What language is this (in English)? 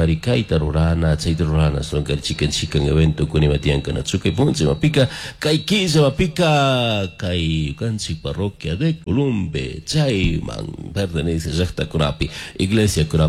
Chimborazo Highland Quichua